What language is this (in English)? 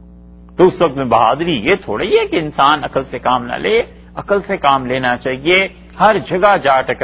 Urdu